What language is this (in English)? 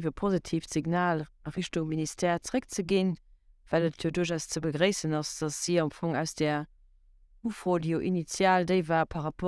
Luxembourgish